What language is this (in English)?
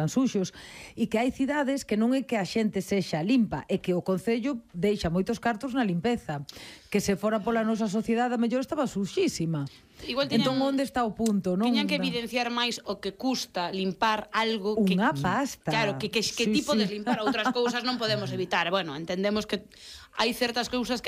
Galician